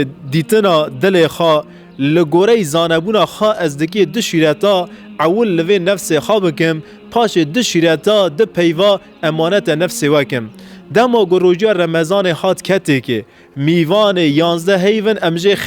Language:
Kurdish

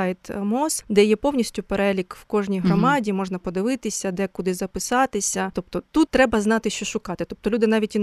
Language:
Ukrainian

